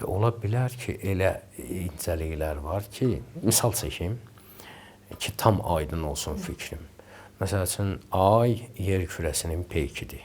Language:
Azerbaijani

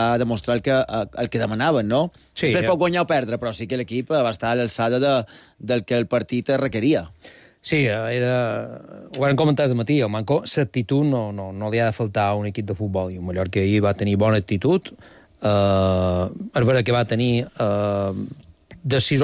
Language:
Catalan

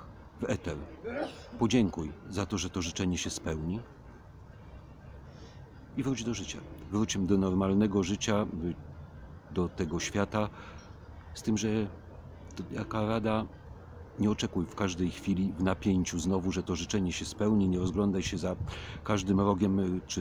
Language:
Polish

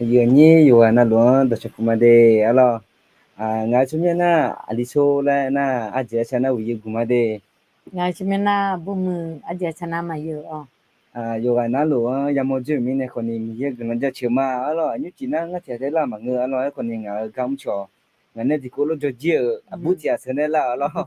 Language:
Akha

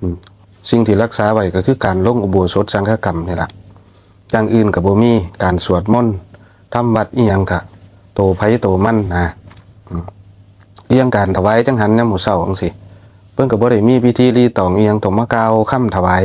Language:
Lao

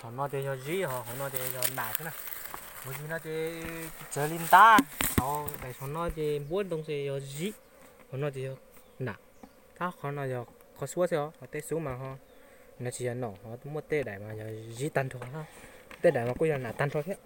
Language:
Hmong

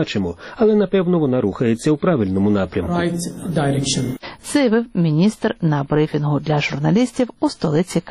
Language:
Ukrainian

